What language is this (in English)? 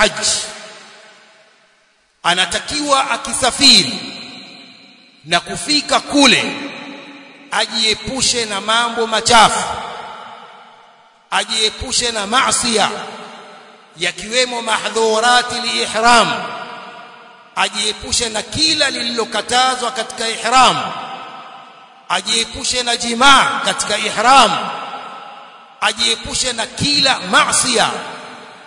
Swahili